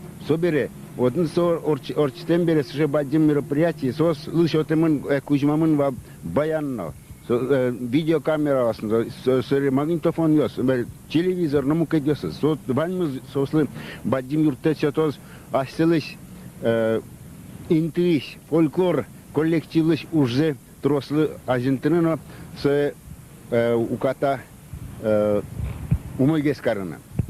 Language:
Udmurt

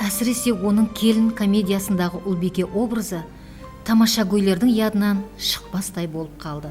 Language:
Kara-Kalpak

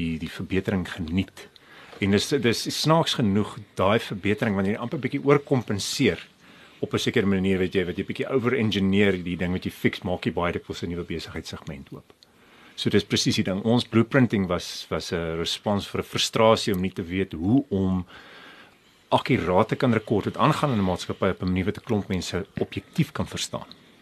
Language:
Afrikaans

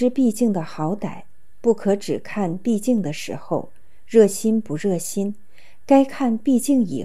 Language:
Chinese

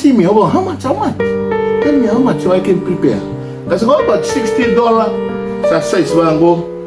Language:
Fijian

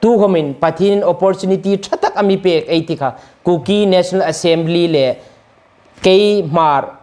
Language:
Hmar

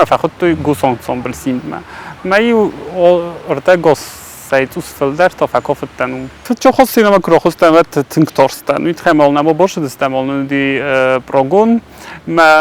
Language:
Ossetic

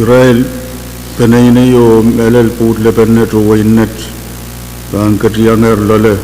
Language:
Pohnpeian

